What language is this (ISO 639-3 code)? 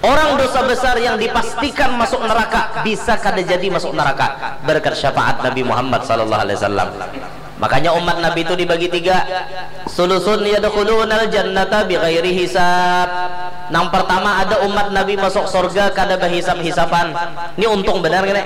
bjn